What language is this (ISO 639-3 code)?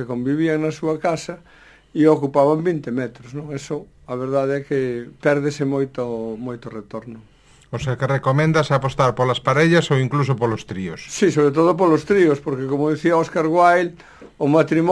glg